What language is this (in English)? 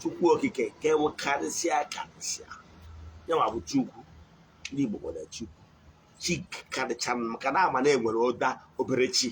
Igbo